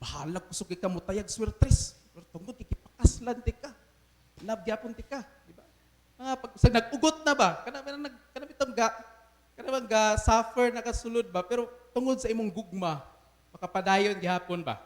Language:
Cebuano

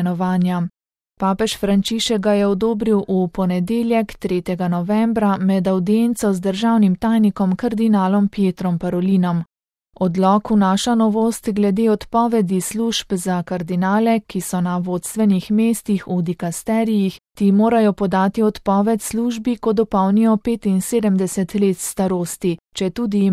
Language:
Slovenian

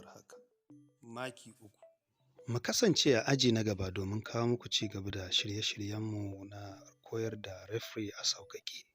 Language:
Hausa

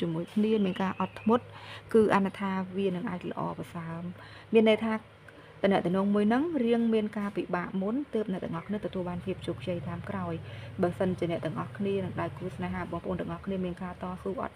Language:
Khmer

